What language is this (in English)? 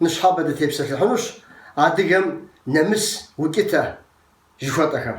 Kabardian